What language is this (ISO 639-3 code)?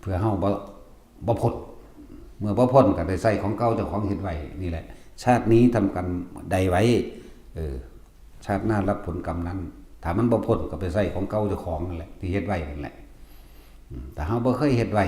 tts